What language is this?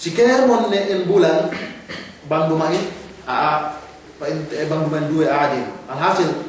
Yakan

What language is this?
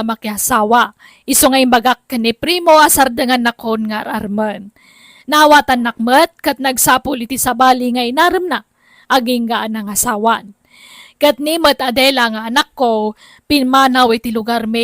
Iloko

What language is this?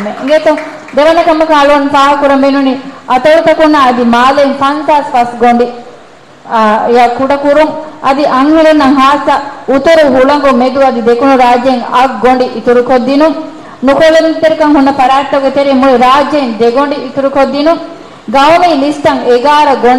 Divehi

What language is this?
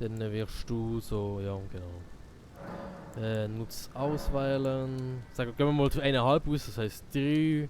Swiss German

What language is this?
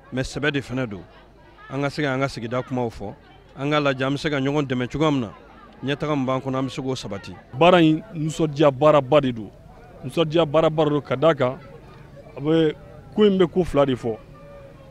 Bambara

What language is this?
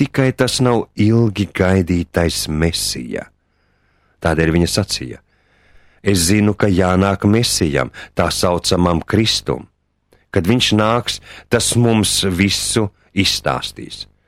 Latvian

